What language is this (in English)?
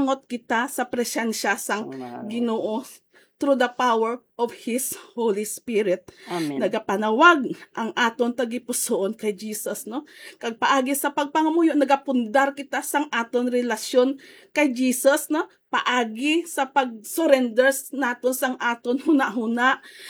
Hiligaynon